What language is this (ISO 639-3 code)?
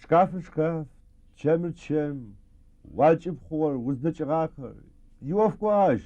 ady